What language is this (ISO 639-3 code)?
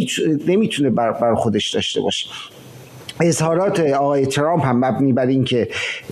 fas